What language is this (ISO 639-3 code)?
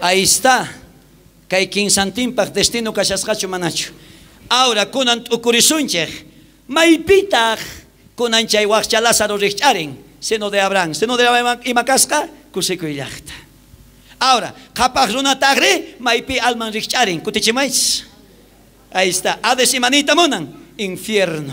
quh